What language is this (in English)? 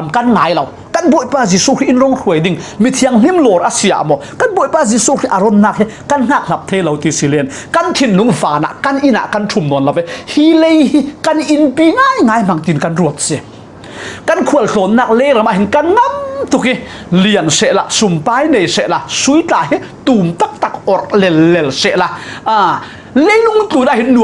Falam Chin